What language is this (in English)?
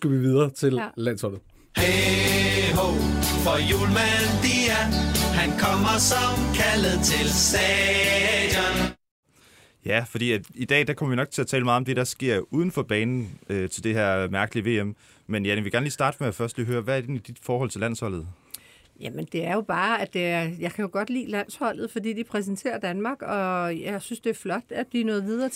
Danish